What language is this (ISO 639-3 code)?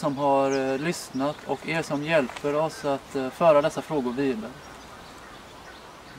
swe